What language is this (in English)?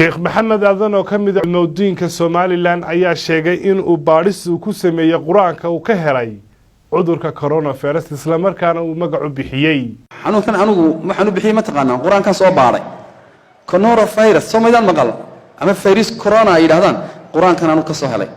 Somali